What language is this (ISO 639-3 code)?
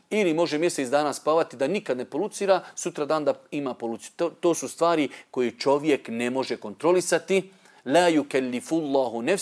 bos